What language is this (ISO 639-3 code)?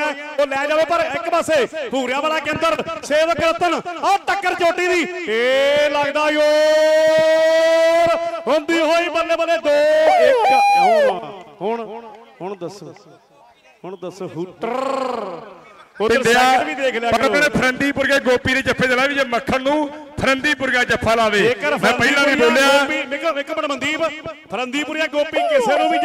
pan